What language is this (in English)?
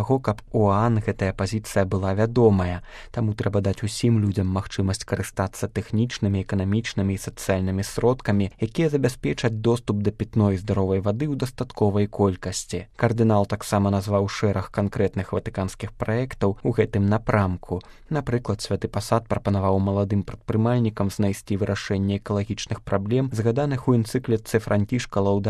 Belarusian